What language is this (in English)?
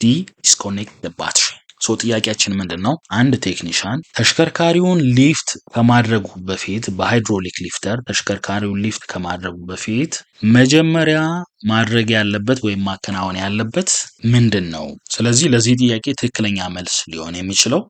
Amharic